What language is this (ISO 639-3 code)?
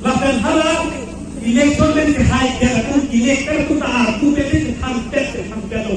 mjw